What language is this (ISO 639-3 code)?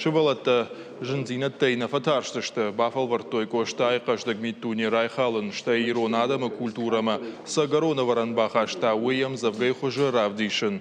oss